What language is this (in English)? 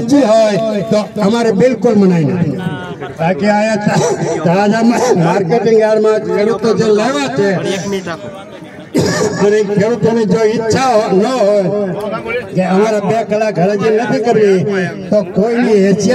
Gujarati